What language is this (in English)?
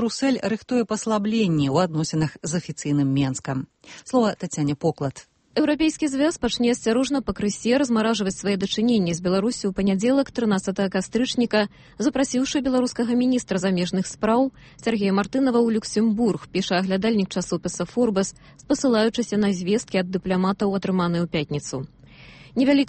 Belarusian